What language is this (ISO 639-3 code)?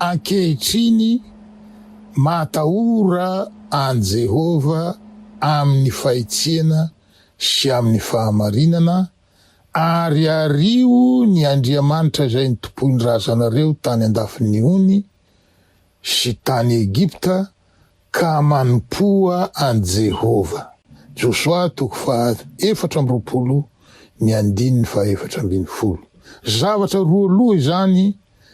mlg